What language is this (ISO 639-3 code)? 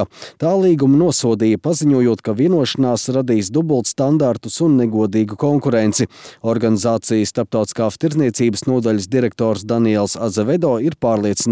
lav